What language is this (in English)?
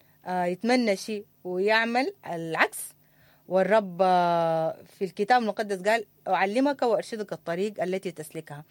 Sudanese Arabic